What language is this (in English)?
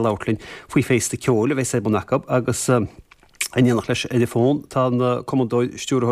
Irish